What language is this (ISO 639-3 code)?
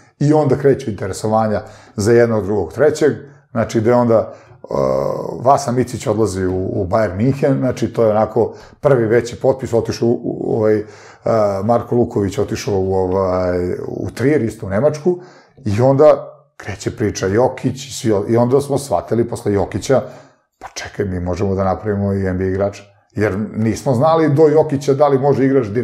srp